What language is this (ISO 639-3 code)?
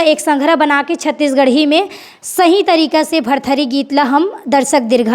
hne